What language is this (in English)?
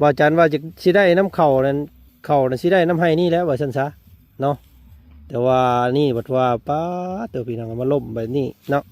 Lao